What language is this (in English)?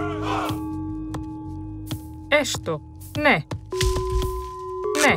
Greek